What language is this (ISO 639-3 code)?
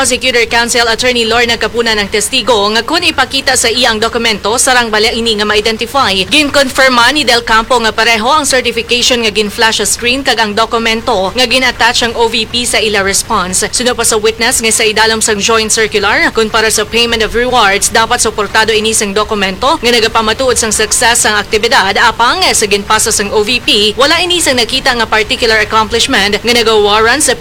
hil